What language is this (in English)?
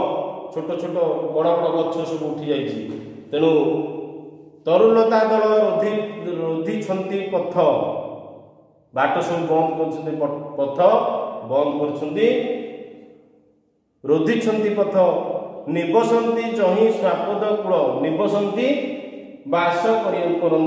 Odia